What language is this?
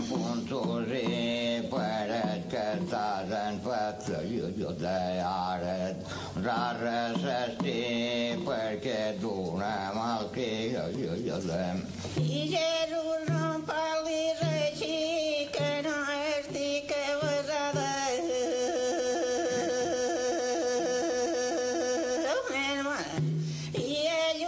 Catalan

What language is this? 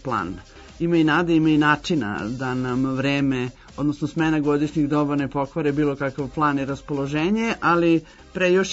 Serbian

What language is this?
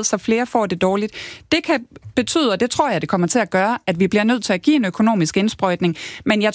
Danish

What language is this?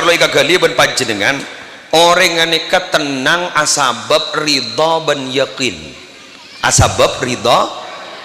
Madurese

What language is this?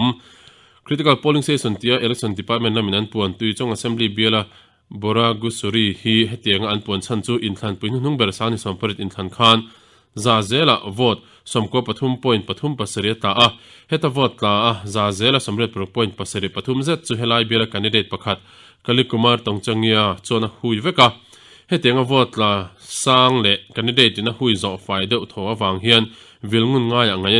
Mizo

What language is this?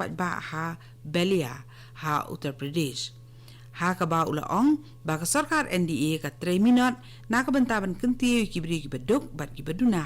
Khasi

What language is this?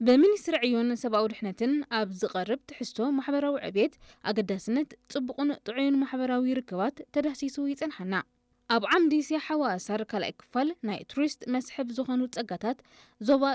Tigrinya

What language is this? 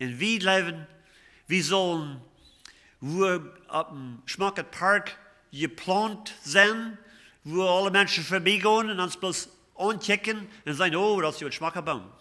Plautdietsch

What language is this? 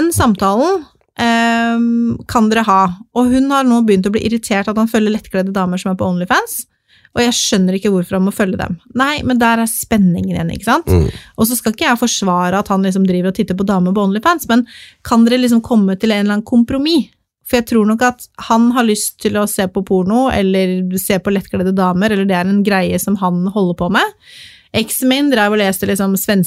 Norwegian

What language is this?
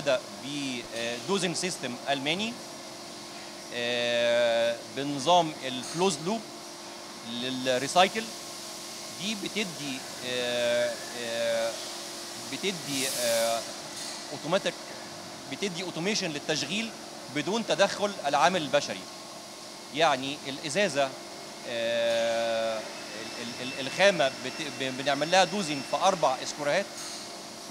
Egyptian Arabic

